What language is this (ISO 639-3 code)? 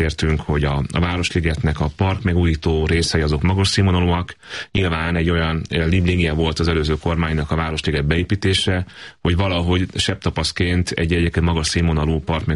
hun